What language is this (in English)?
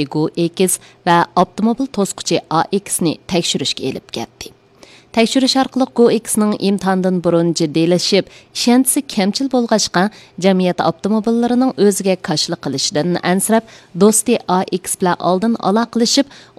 Uyghur